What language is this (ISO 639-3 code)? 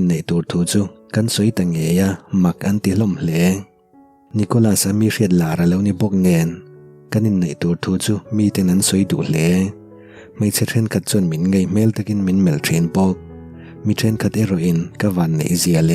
lus